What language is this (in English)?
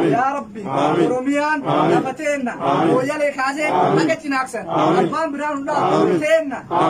Oromo